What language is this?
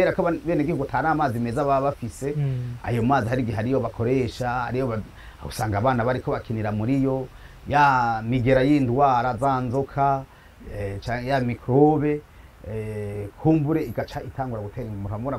Rundi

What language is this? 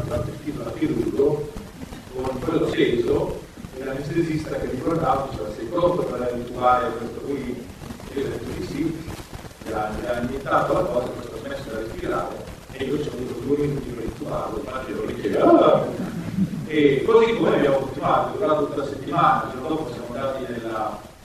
Italian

